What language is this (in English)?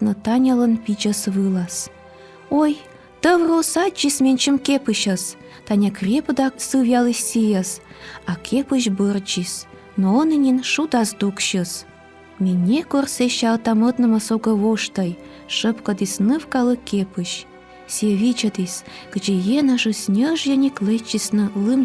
Komi